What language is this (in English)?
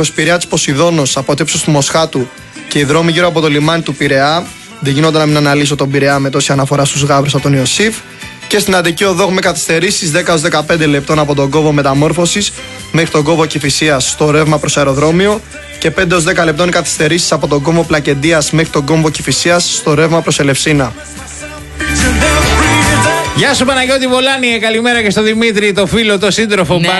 Greek